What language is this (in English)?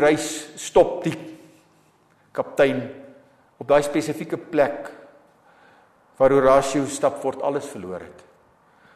Afrikaans